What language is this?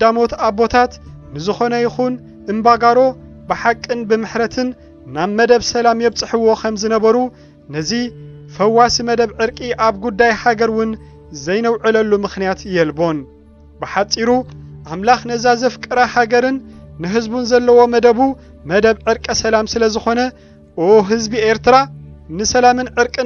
Tigrinya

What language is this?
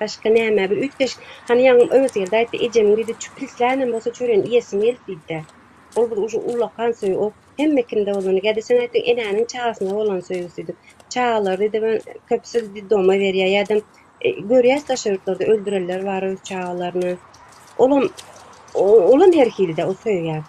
Turkmen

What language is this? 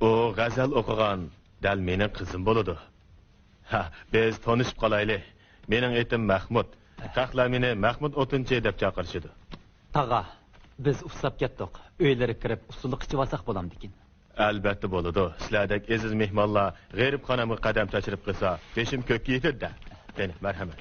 Uyghur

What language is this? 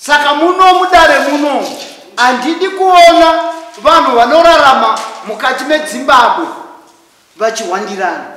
Shona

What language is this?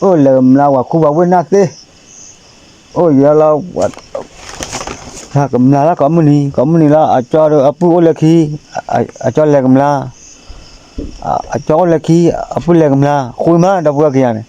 S'gaw Karen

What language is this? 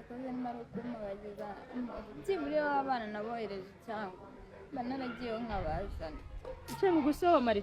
Kinyarwanda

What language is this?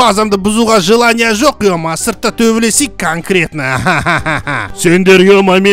Kazakh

